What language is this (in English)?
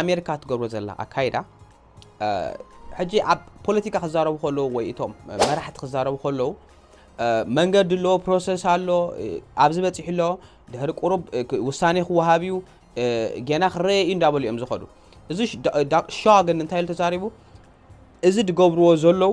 Tigrinya